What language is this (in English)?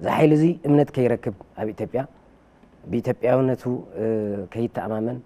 Tigrinya